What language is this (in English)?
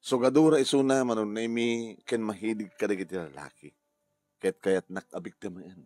Iloko